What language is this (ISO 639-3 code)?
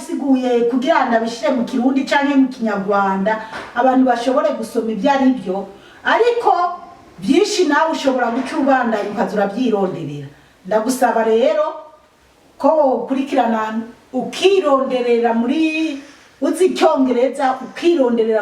run